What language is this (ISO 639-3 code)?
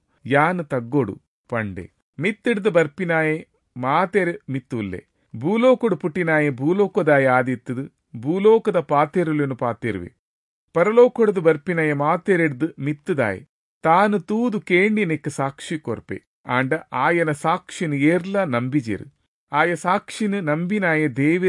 tcy